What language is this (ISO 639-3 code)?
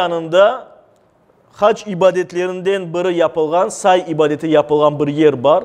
crh